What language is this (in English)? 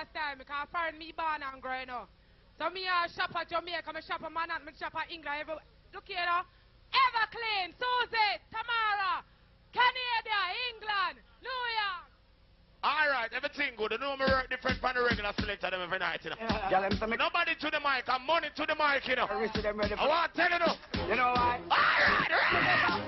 Jamaican Creole English